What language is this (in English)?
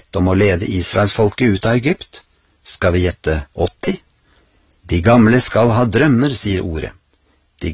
Norwegian